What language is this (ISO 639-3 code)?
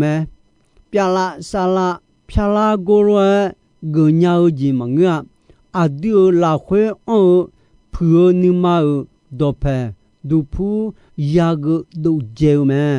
ahk